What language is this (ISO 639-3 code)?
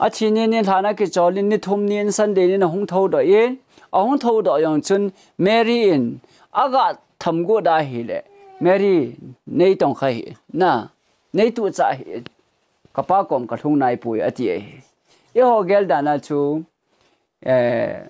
tcz